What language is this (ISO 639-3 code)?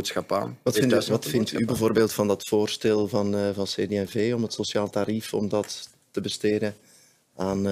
nld